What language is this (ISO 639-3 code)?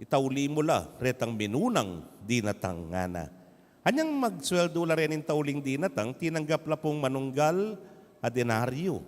pam